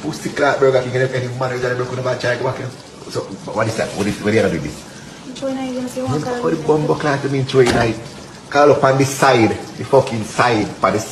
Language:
Jamaican Creole English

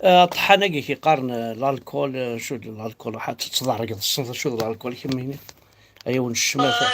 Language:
Kabyle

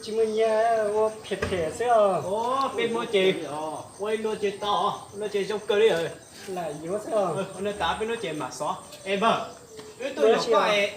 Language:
Hmong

